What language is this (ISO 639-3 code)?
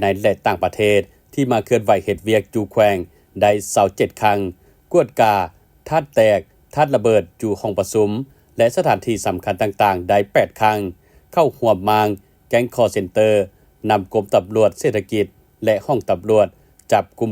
lao